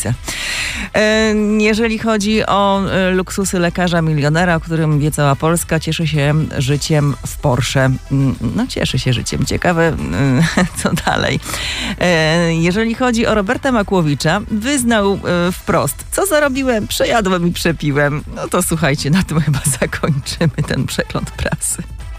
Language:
Polish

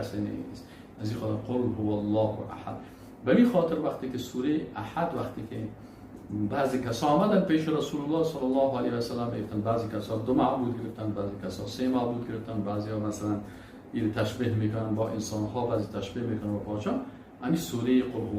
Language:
Persian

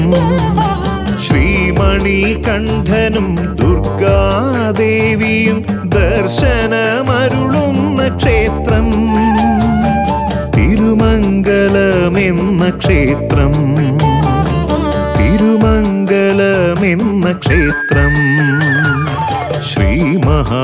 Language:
Malayalam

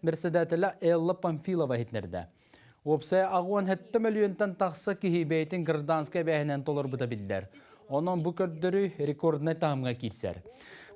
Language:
Yakut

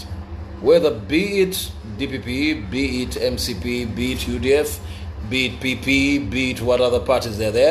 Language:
Nyanja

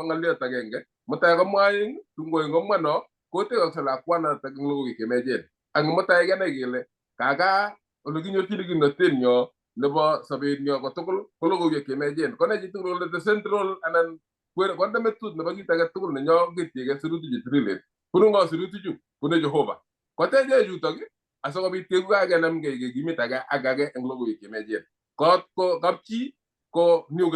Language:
Kalenjin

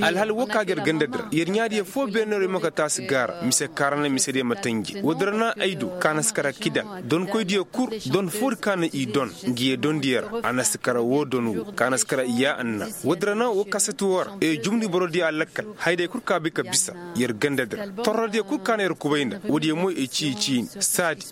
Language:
Koyraboro Senni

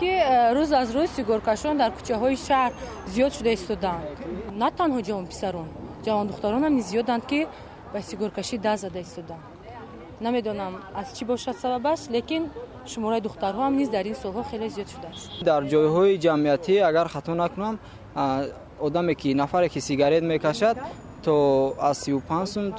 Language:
Tajik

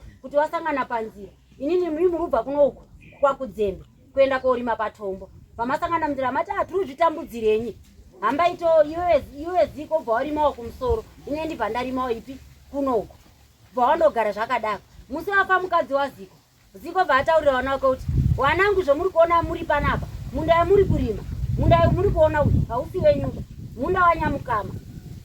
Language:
Shona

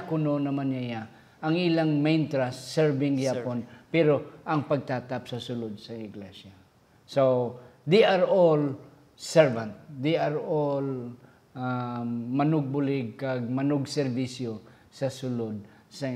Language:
Hiligaynon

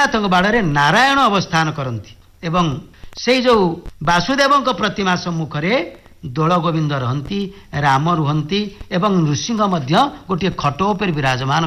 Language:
Odia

